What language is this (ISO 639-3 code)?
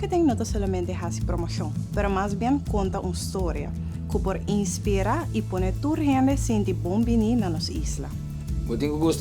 pap